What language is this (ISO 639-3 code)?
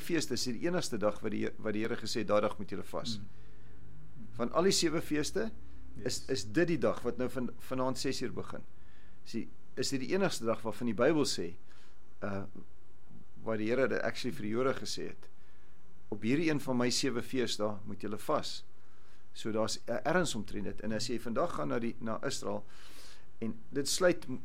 afr